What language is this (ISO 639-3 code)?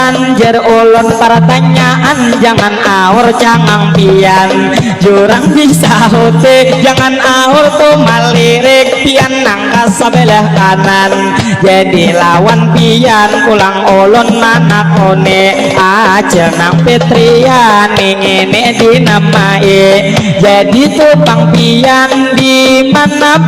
bjn